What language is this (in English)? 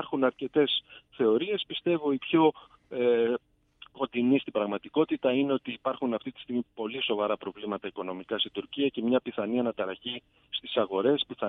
Greek